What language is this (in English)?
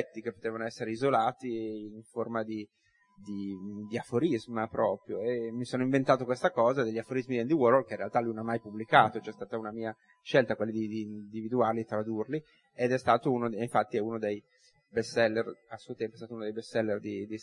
Italian